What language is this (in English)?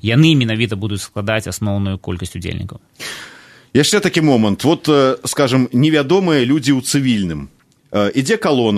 Belarusian